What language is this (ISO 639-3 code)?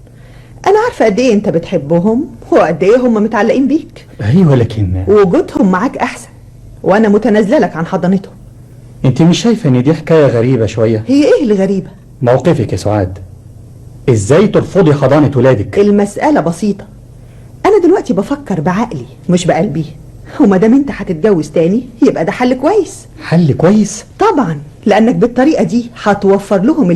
arz